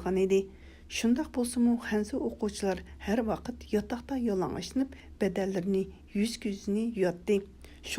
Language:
Uyghur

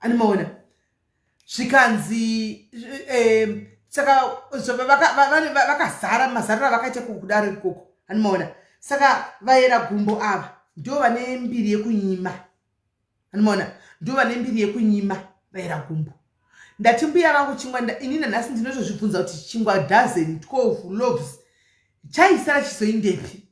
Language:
Shona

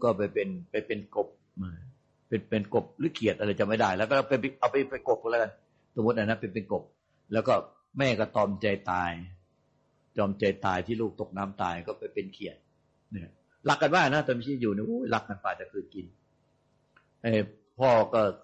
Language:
Thai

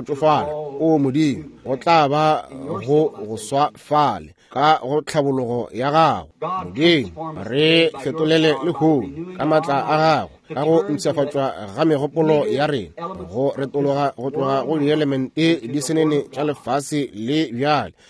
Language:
Northern Sotho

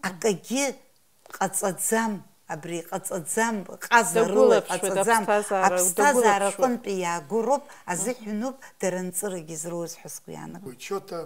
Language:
Abkhazian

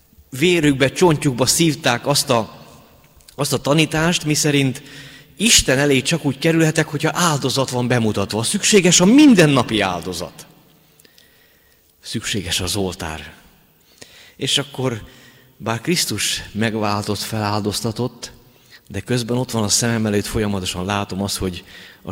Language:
Hungarian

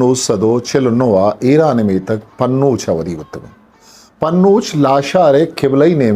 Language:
Eastern Balochi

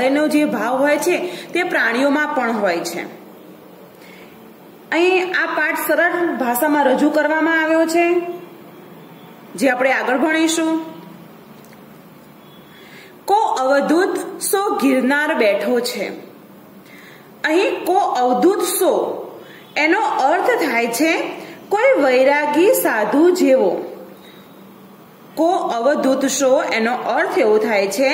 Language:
Gujarati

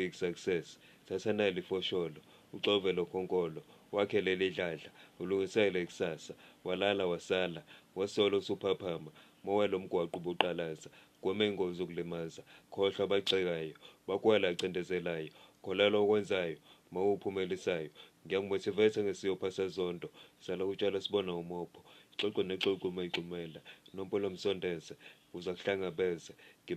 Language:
Zulu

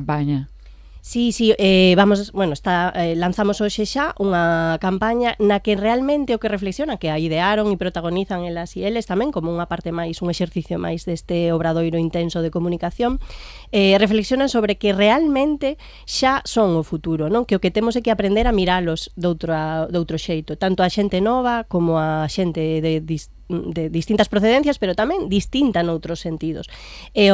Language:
Galician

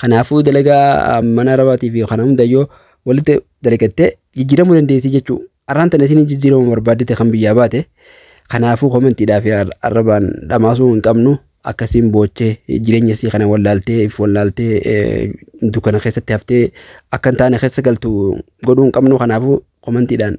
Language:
Oromo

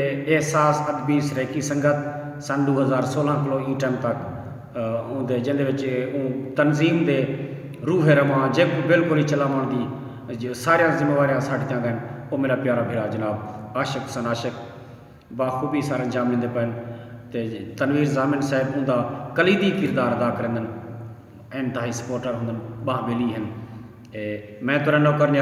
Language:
Saraiki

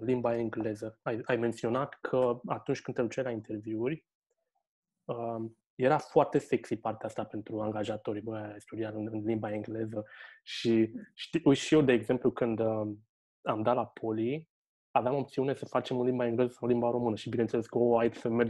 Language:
Romanian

